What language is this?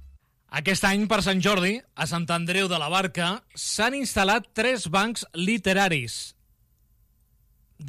Catalan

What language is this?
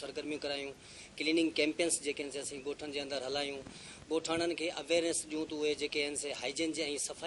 Sindhi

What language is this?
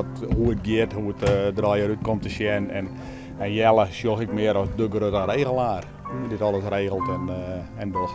Western Frisian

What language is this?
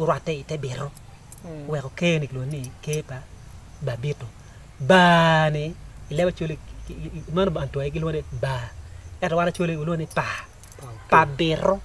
Acoli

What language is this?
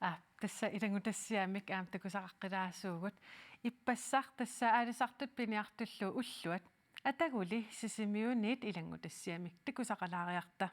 Kalaallisut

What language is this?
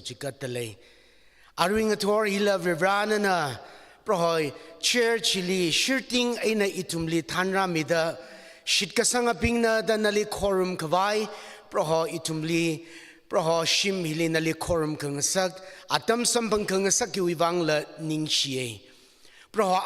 Tangkhul Naga (India)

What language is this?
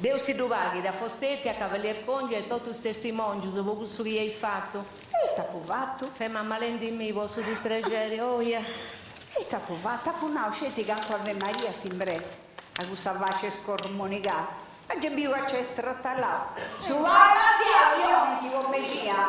Sardinian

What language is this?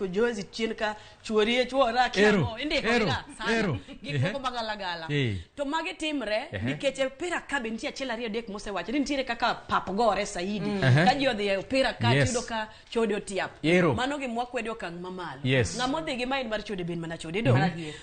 Luo (Kenya and Tanzania)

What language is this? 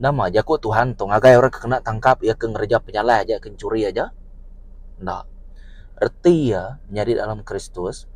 Iban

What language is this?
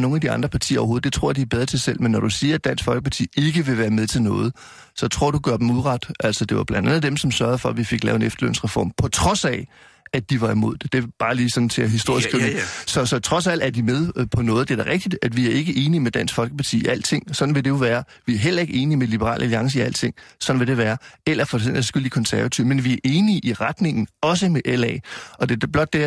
Danish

